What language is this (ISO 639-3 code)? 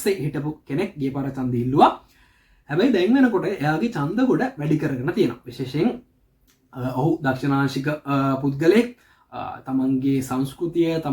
sin